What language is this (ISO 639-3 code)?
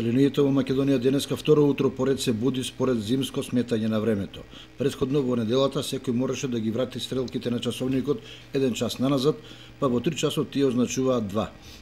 mkd